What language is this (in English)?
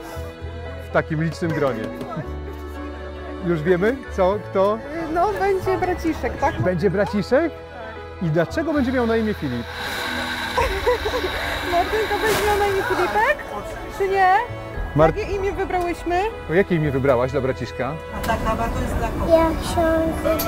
Polish